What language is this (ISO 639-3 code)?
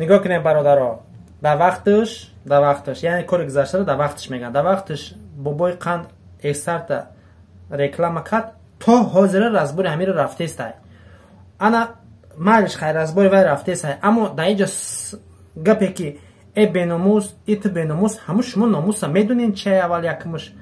tgk